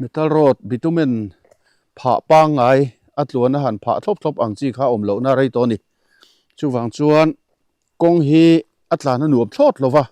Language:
Mizo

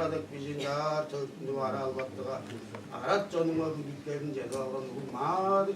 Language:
Tuvinian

